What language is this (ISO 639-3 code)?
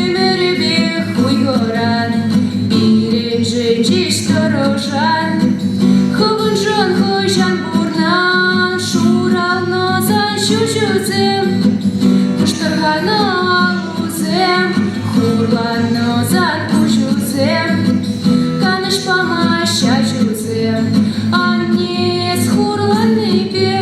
chv